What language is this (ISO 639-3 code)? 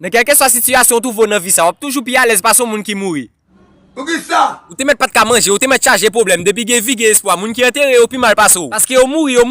hat